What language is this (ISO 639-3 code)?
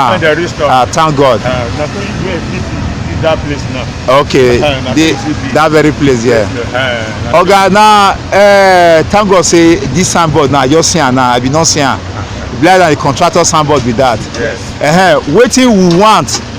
pcm